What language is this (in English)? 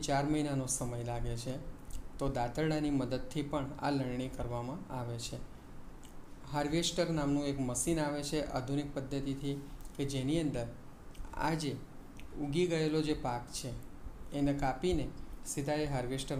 Gujarati